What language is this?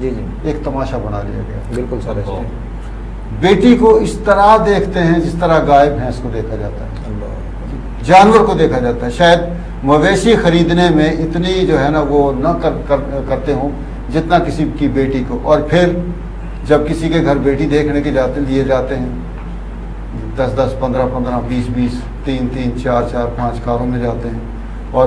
Urdu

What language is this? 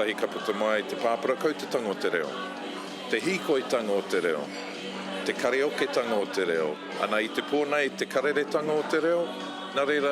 Māori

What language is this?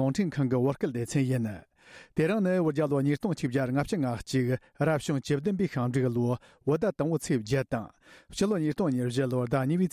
Tibetan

